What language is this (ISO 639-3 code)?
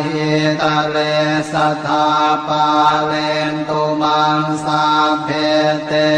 pli